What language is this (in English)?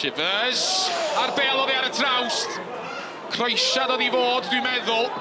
Welsh